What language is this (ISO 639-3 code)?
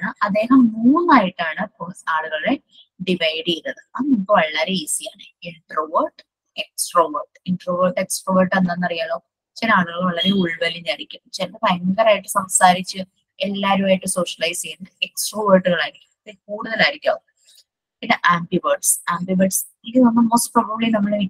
mal